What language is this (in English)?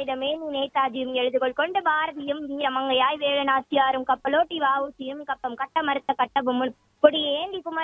Tamil